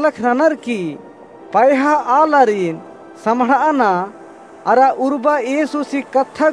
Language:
Kurukh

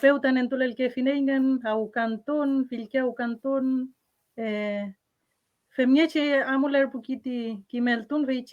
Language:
Mapuche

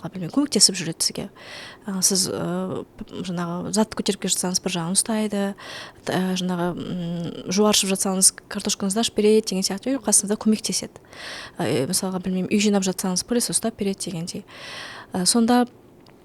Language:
Kazakh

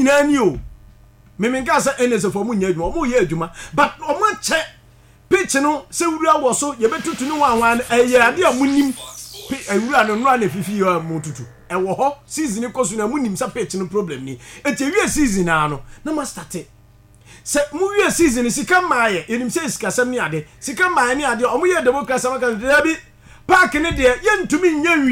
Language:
Akan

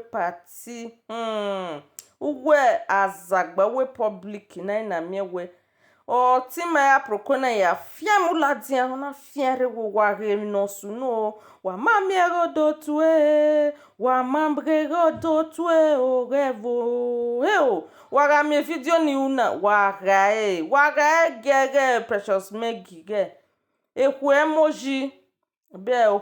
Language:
Nigerian Pidgin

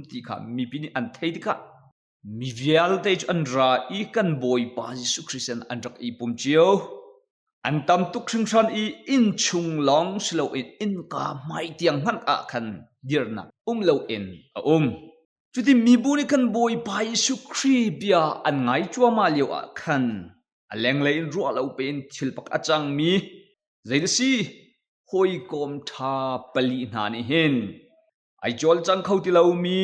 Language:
Hakha Chin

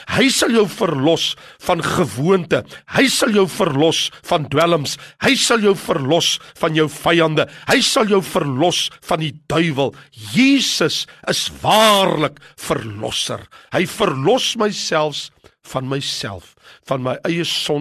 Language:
Afrikaans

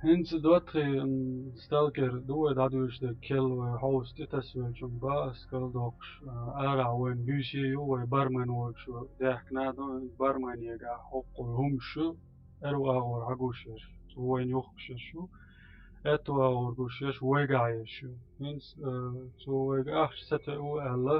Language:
Chechen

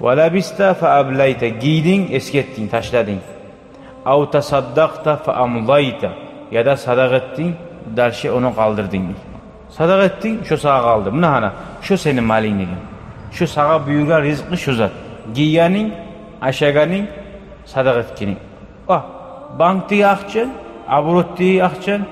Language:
Kumyk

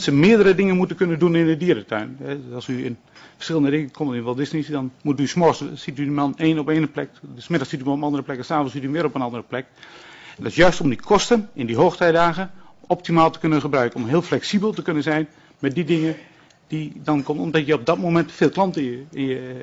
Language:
Dutch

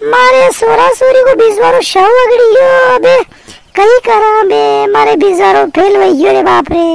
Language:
Rajasthani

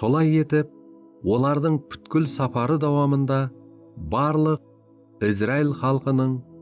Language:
Kara-Kalpak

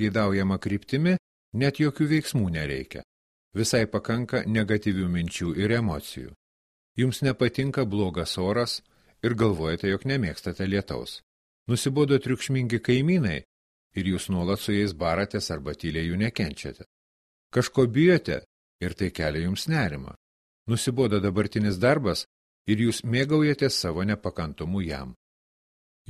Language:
Lithuanian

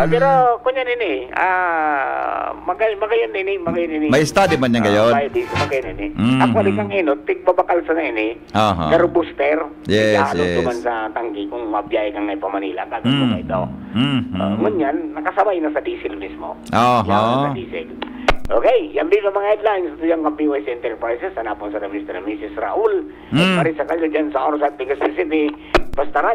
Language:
Bikol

